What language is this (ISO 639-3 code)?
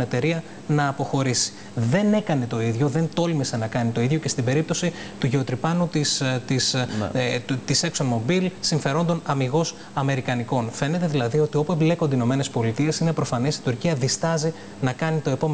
ell